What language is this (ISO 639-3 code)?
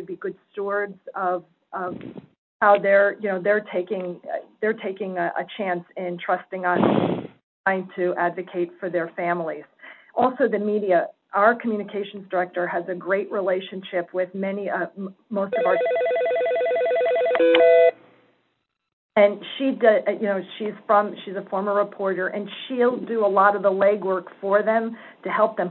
eng